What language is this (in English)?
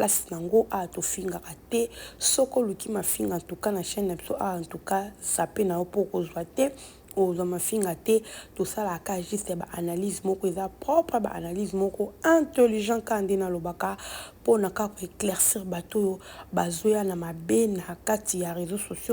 Lingala